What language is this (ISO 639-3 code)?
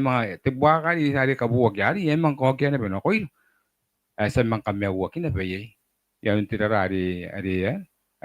gil